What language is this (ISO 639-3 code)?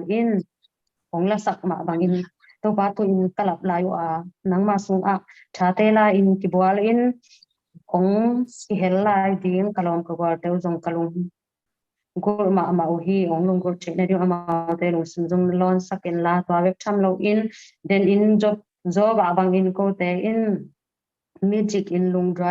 ctd